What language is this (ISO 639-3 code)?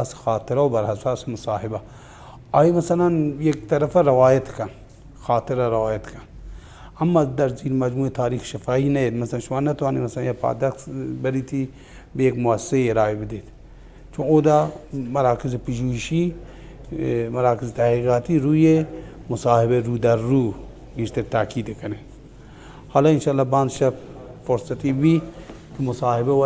bal